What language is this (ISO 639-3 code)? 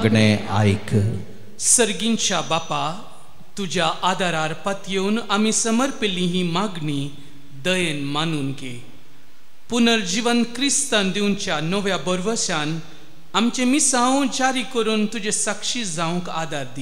kok